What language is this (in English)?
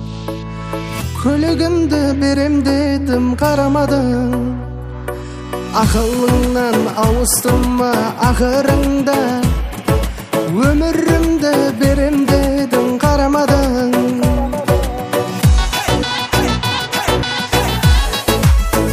Kazakh